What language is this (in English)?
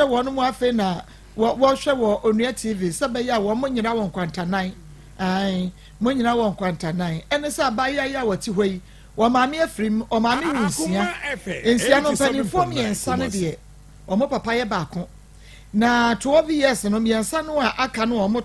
Akan